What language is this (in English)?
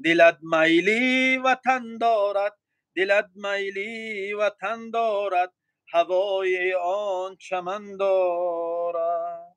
Tajik